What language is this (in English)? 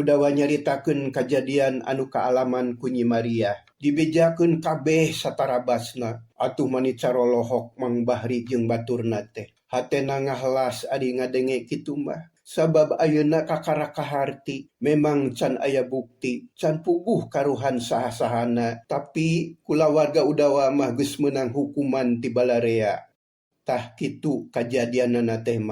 Sundanese